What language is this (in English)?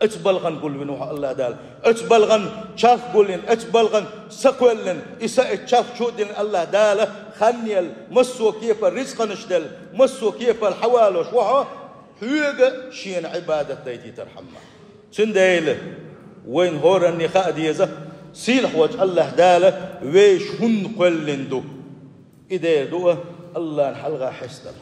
Chechen